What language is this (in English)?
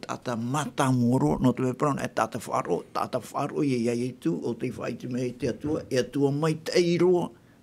Tahitian